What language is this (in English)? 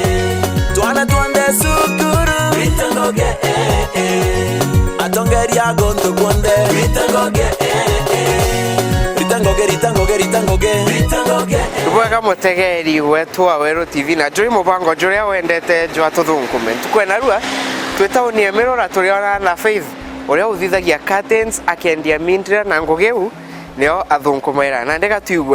Meru